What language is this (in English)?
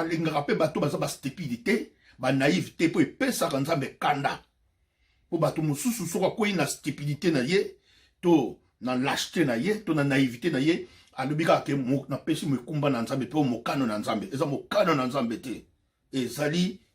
Lingala